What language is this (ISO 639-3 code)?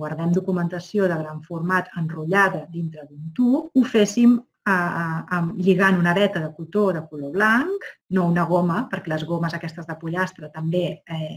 cat